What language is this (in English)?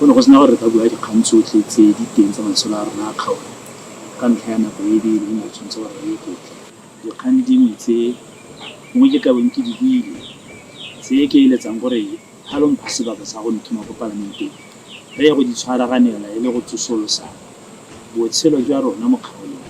Tswana